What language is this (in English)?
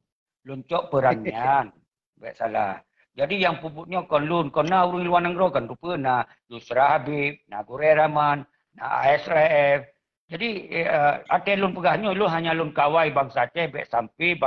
Achinese